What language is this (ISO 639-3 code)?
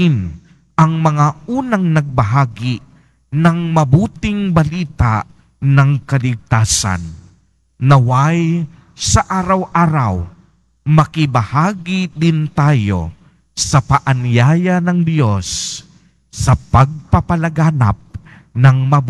fil